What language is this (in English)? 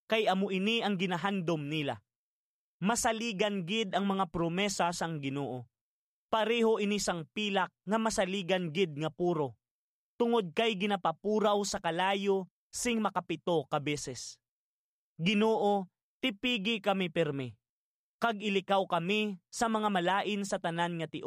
Hiligaynon